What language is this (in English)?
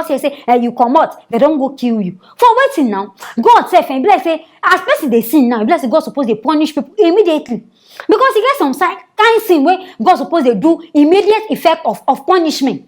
Nigerian Pidgin